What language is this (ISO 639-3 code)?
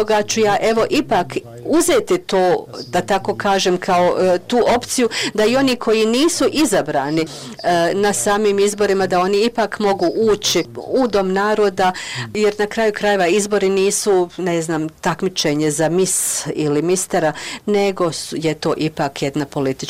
bos